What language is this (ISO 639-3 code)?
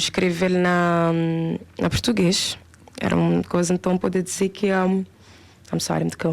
kea